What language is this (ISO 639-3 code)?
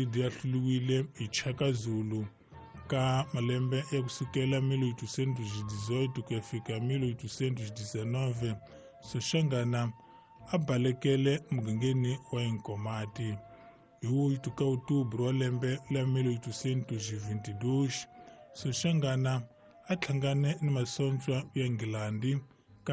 tso